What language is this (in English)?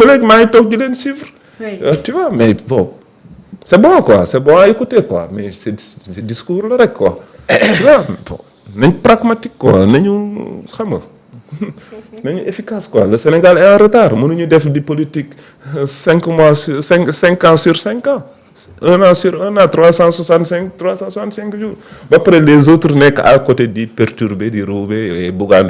Wolof